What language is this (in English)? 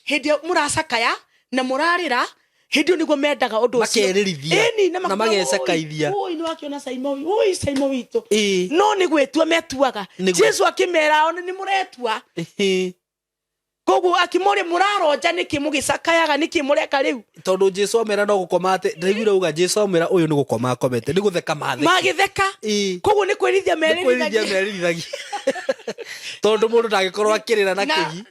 Kikuyu